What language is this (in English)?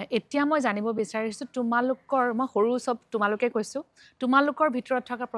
Assamese